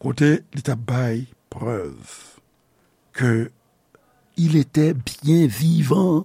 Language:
Haitian Creole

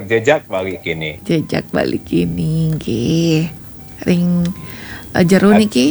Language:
Balinese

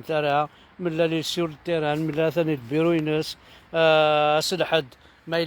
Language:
Kabyle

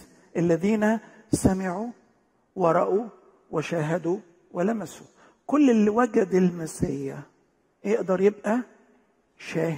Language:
Egyptian Arabic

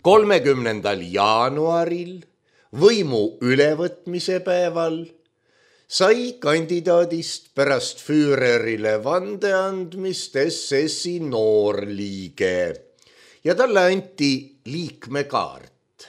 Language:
Estonian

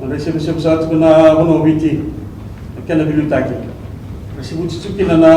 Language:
Fijian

